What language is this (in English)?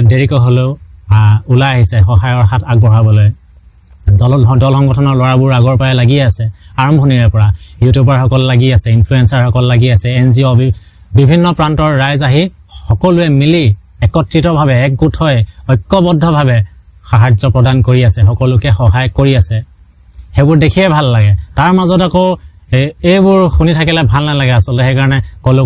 Assamese